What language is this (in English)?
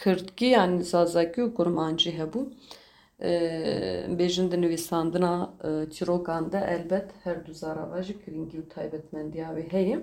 Kurdish